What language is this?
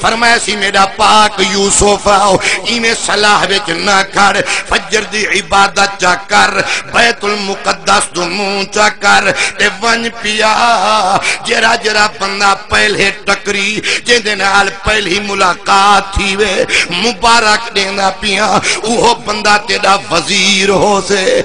Saraiki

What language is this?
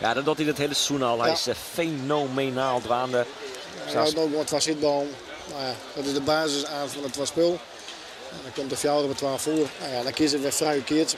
Western Frisian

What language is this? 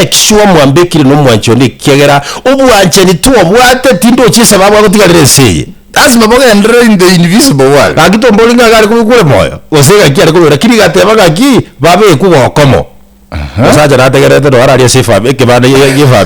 Gusii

